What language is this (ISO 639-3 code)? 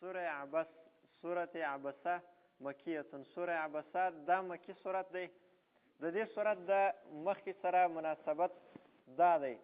pus